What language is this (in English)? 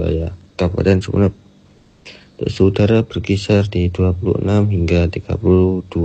Indonesian